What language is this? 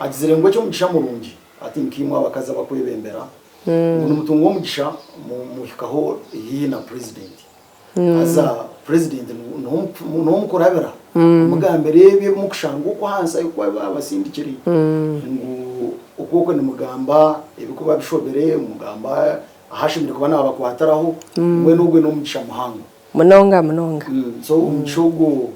Nyankole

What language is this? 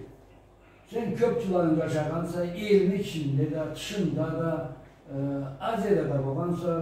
Karachay-Balkar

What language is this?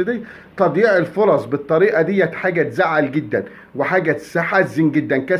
Egyptian Arabic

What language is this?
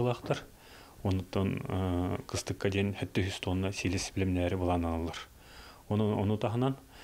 Yakut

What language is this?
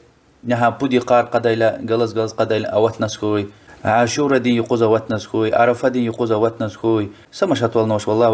Lezghian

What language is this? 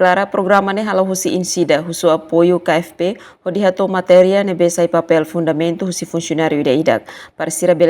Tetum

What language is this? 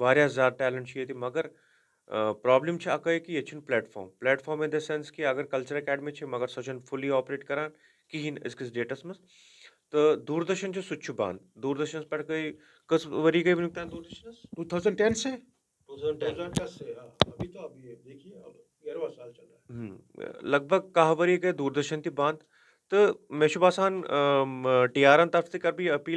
Kashmiri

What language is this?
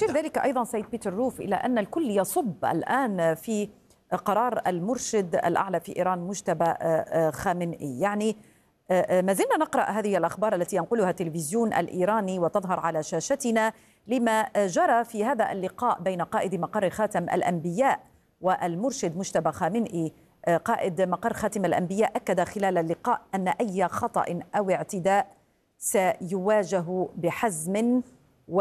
Arabic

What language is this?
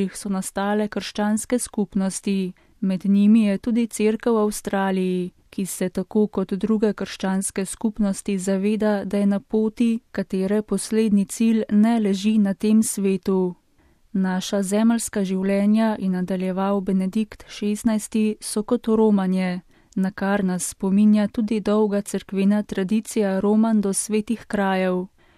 Slovenian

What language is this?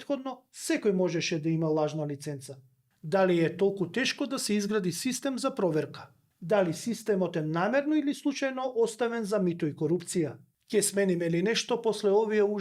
Macedonian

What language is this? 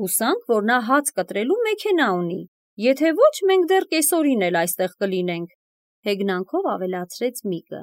Armenian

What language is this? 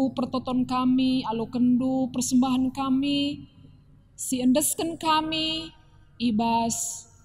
Batak Karo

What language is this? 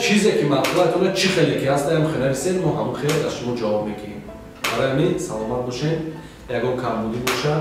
Tajik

